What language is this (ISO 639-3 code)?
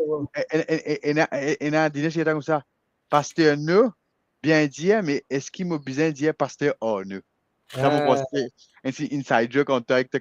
mfe